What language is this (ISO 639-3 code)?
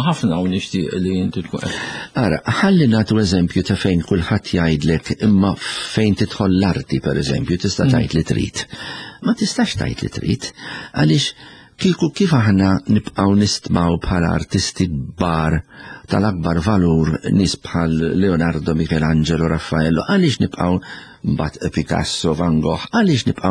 mlt